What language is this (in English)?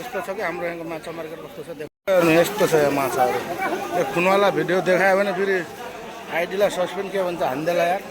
Nepali